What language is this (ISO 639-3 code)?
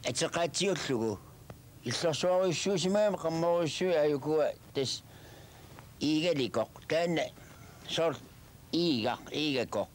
kal